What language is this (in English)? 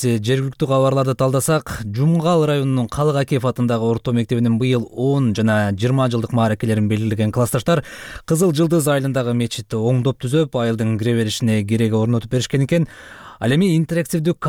Kyrgyz